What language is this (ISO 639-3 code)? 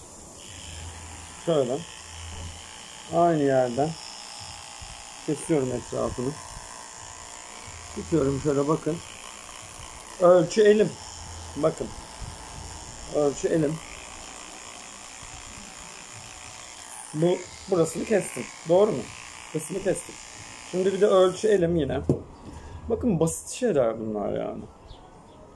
tur